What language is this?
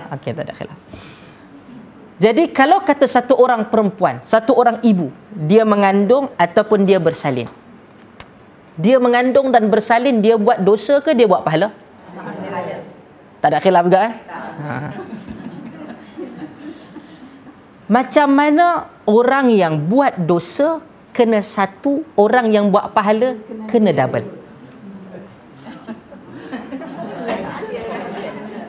Malay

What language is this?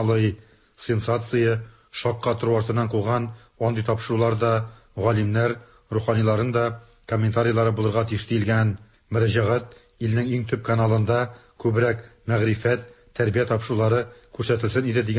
Tatar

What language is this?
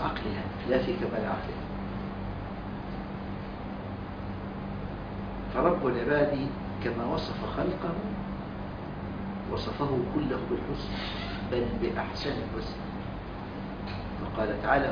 Arabic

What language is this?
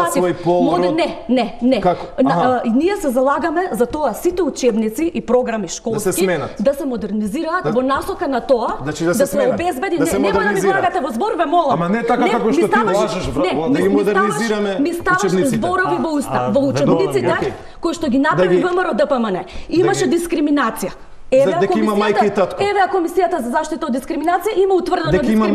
Macedonian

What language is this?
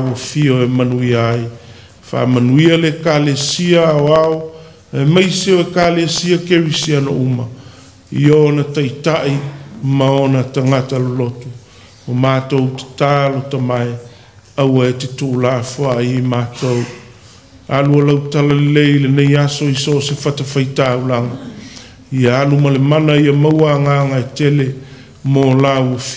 Samoan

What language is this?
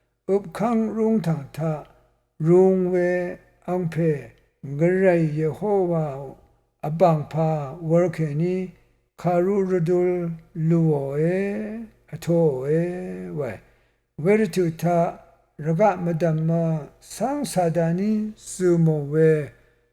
Rawang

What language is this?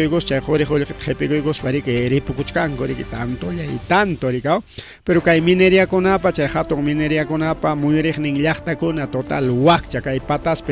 Ayacucho Quechua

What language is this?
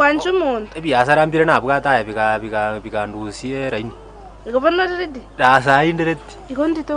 Gusii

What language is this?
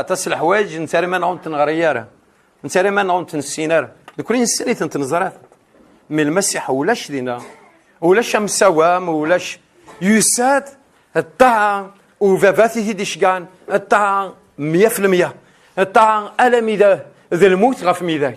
Kabyle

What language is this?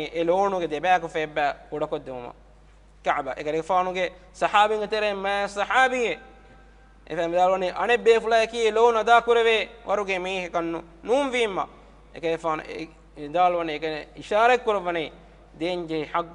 Divehi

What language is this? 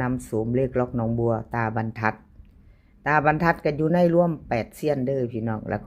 Northeastern Thai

